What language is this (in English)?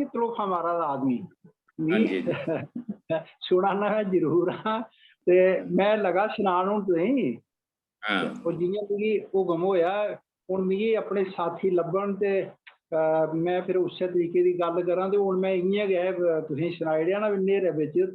Dogri